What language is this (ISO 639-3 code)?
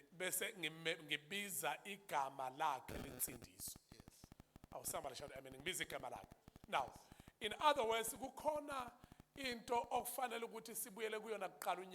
zul